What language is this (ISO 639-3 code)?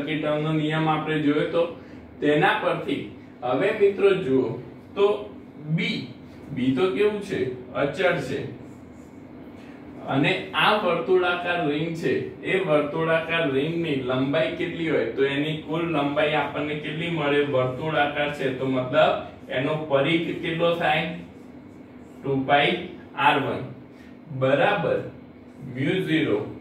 guj